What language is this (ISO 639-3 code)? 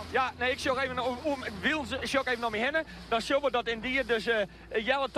fry